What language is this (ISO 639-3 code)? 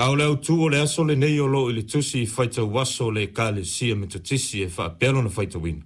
smo